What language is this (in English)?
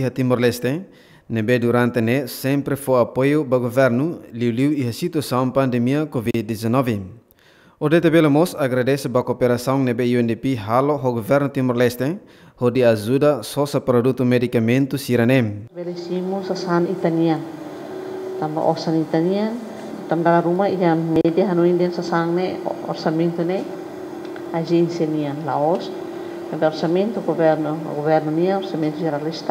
Tetum